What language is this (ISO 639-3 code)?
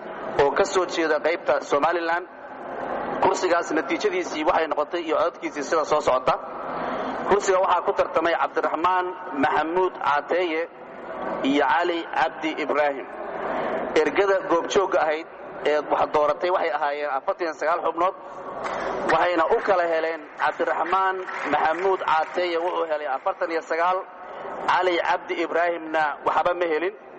som